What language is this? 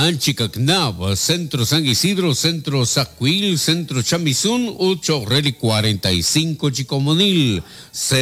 Kekchí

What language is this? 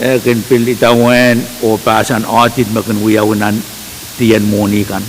Pohnpeian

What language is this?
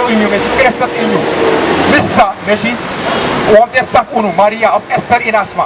Sranan Tongo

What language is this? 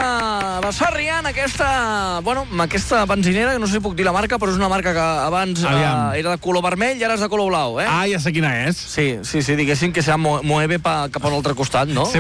Catalan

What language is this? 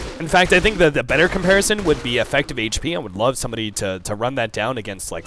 English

